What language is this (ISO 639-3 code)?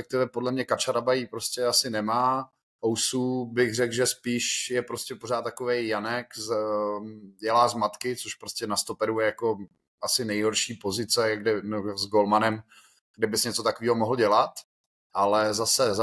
ces